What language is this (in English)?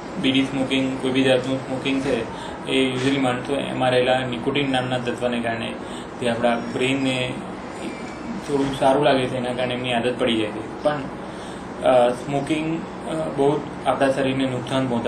Gujarati